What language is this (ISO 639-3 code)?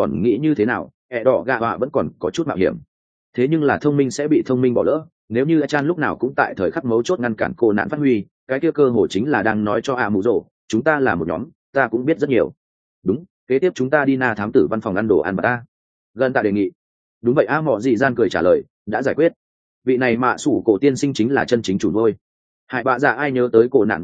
vie